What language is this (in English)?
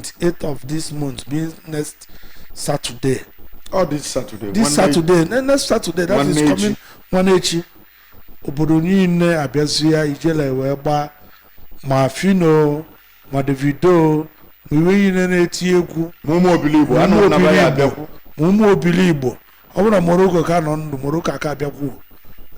Igbo